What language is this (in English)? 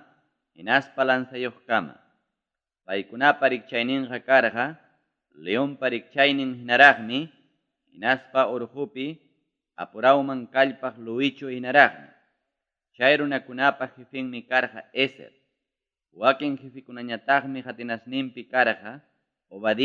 Ayacucho Quechua